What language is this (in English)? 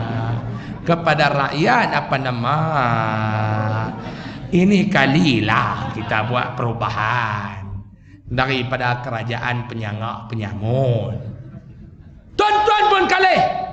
Malay